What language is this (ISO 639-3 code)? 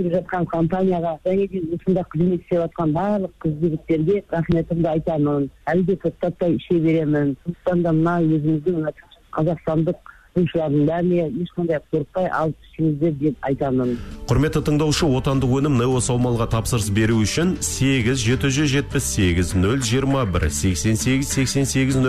kaz